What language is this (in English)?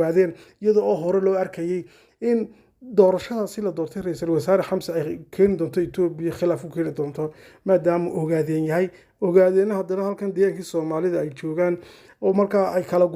Somali